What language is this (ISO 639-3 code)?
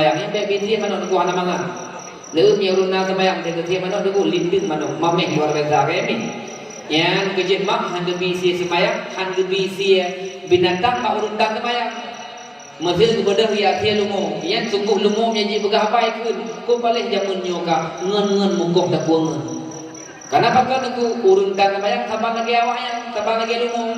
ace